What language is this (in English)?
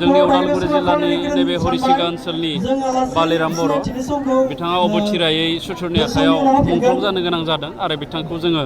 Bodo